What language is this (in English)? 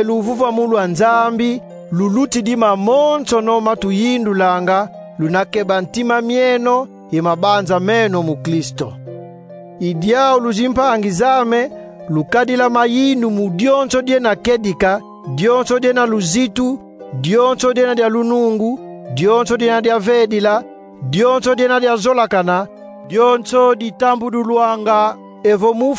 Kongo